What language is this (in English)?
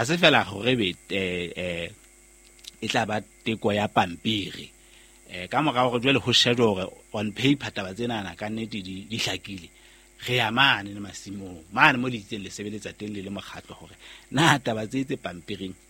Southern Sotho